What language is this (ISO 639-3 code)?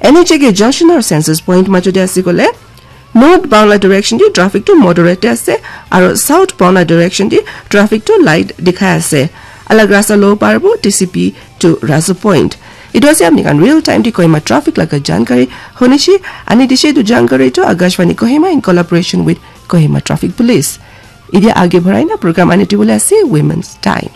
nag